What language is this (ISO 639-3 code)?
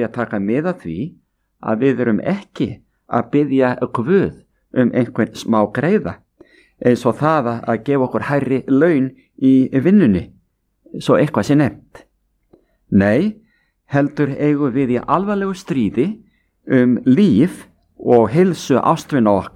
isl